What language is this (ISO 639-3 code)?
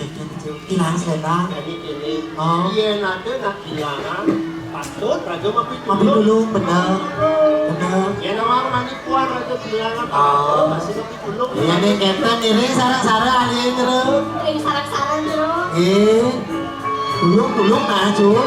ban